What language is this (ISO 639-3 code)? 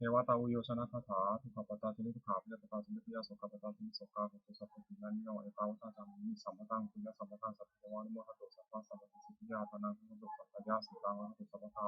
pli